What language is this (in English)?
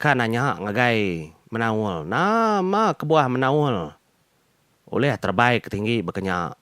Iban